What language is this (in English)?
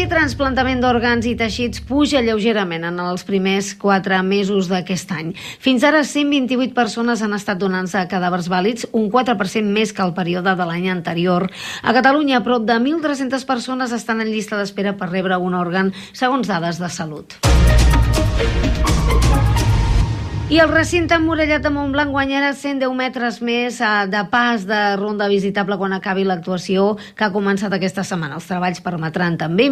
Catalan